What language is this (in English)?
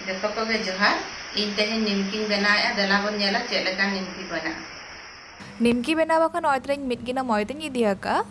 Santali